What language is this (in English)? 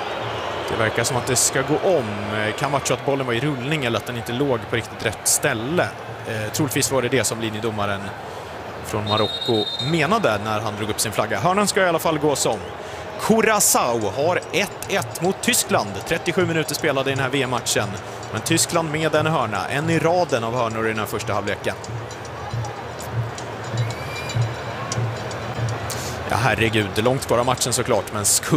Swedish